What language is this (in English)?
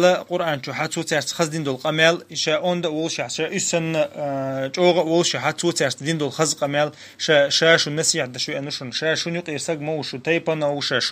Chechen